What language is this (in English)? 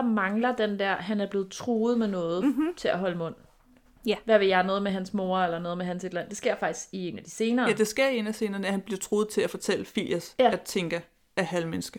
Danish